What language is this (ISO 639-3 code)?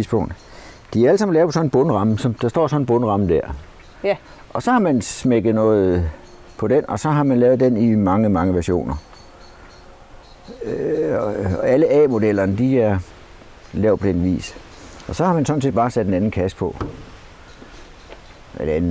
dan